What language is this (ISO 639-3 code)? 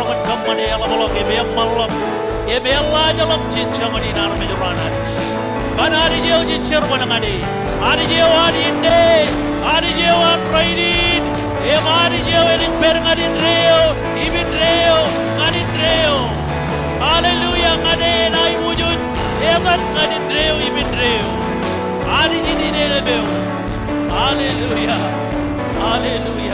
mah